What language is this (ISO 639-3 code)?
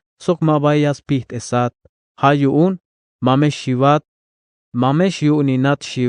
tzh